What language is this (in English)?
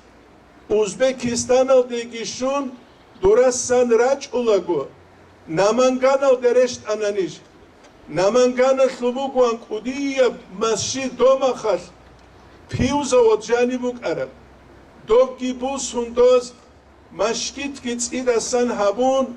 Avaric